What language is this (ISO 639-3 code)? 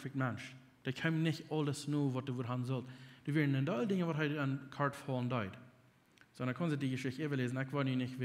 pdt